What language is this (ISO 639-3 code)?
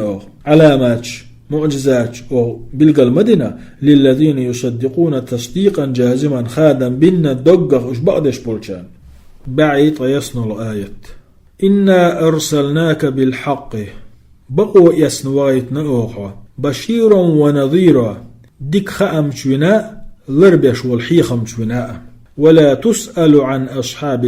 che